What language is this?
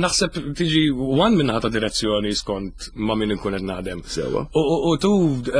Maltese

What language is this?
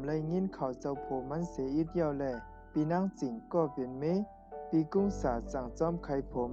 Shan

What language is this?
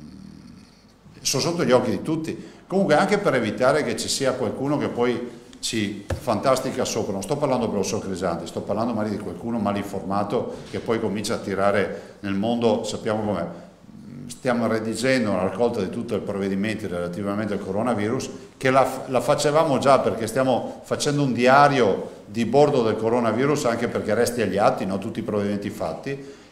Italian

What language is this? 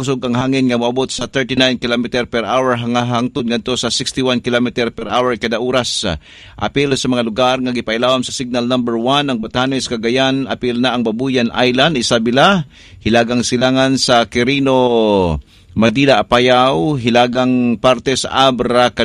Cebuano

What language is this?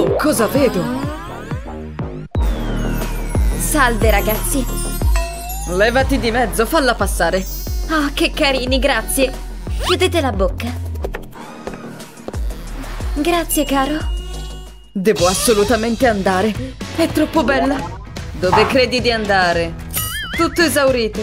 Italian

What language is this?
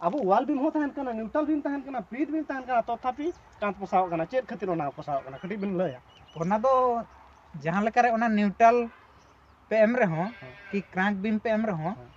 Santali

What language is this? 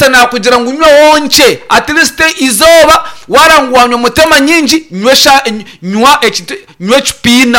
Nyankole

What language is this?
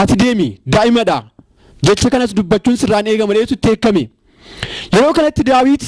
Oromo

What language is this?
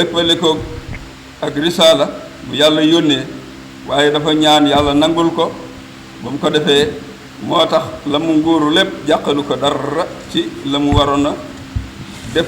Wolof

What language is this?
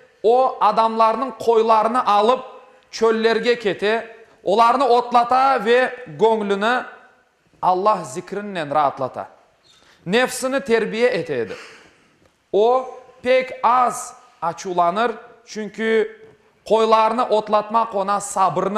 Crimean Tatar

